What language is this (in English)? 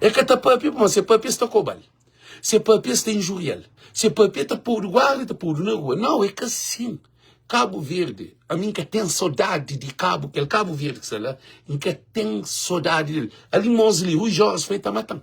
Kabuverdianu